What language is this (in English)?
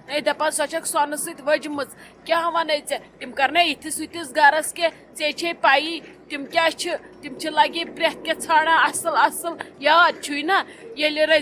Kashmiri